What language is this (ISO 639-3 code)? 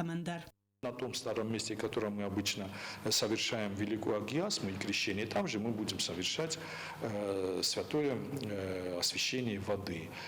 oss